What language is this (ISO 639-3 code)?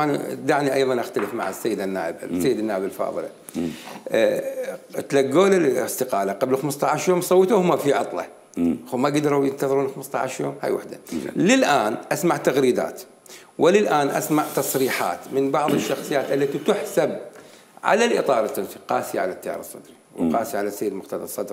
acm